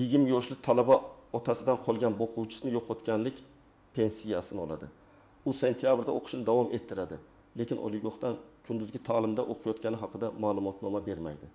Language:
Uzbek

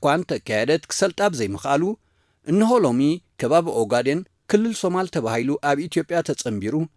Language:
Tigrinya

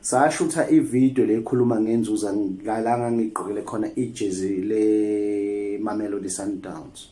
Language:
Zulu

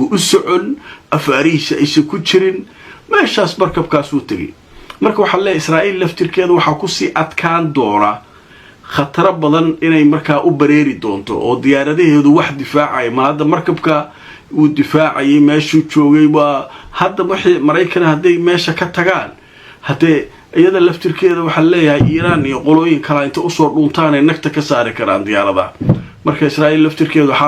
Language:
Somali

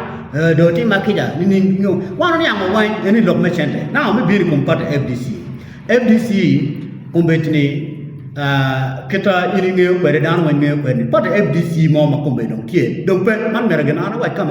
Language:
Acoli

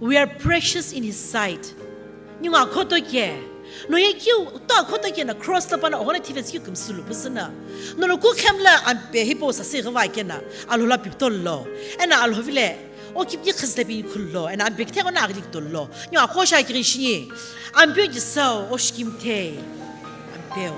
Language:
Sumi Naga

